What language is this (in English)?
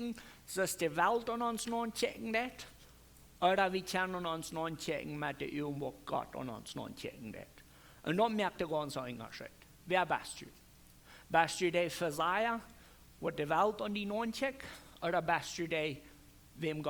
Plautdietsch